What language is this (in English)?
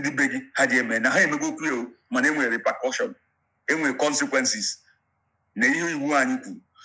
Igbo